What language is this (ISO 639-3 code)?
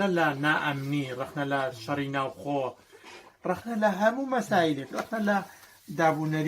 ckb